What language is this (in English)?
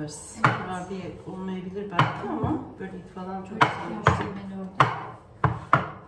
Turkish